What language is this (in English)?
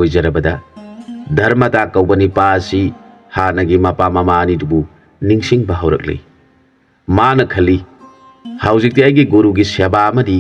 Manipuri